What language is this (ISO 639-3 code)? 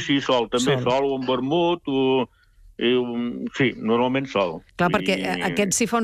cat